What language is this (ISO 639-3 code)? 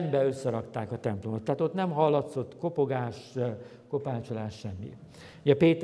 hun